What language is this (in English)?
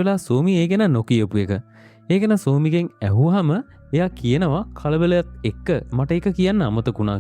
Sinhala